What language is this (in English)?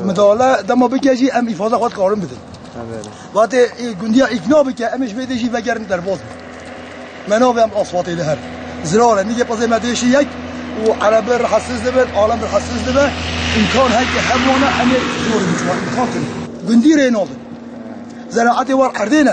Kurdish